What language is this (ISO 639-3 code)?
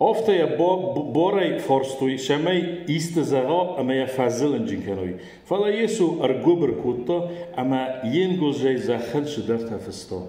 oss